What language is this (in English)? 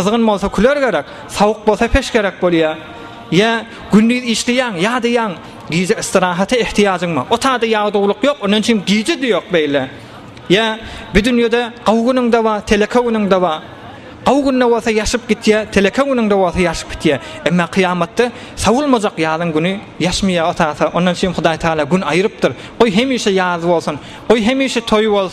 Turkmen